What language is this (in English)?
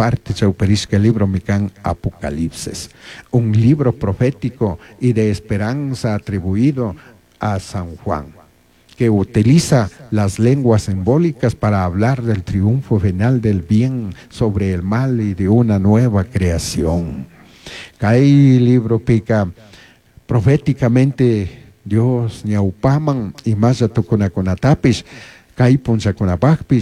Chimborazo Highland Quichua